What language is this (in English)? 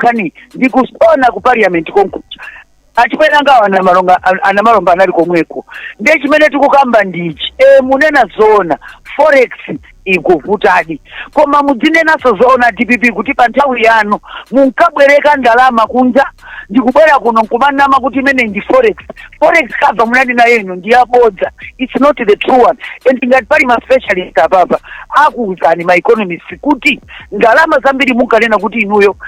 Nyanja